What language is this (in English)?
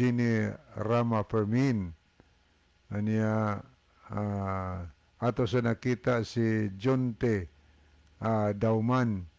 Cebuano